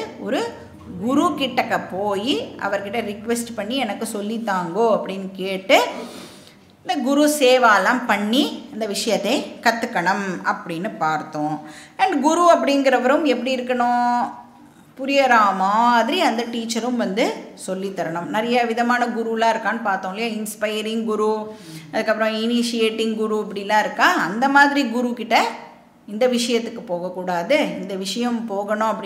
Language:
Tamil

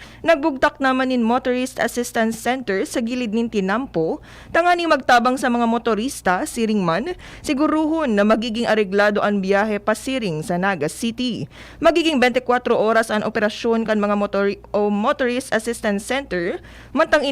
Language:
Bikol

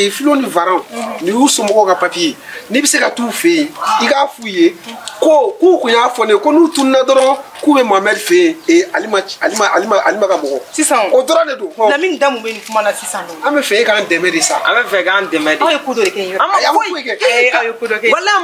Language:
Bambara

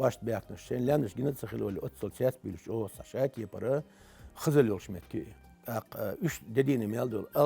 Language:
Chechen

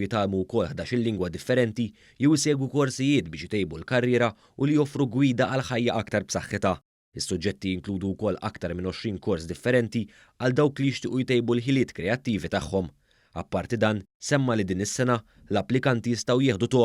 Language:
Maltese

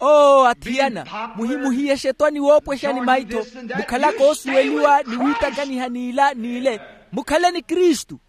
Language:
Makhuwa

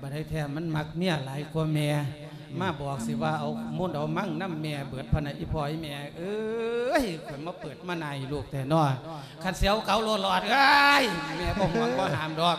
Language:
Lao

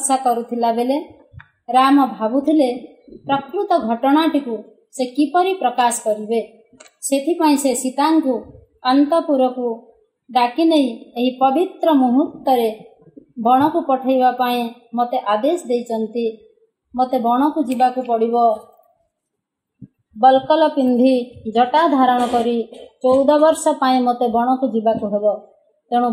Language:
Odia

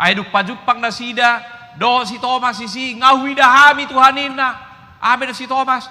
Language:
Batak Toba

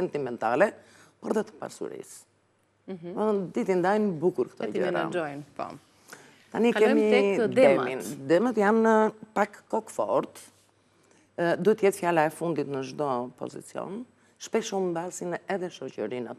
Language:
Albanian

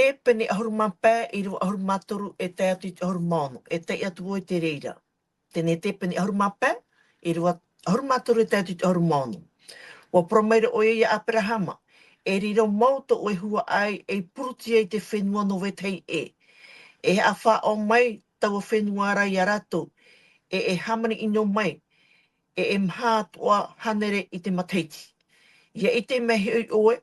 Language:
Tahitian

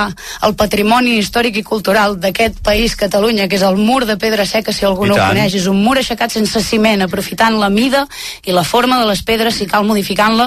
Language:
Catalan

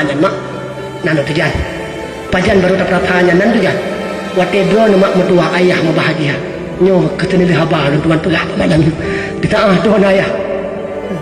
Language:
Achinese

